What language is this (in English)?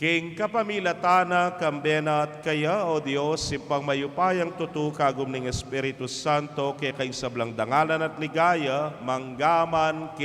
Pampanga